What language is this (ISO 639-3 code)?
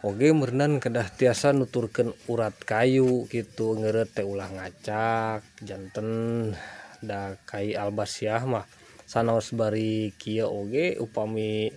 sun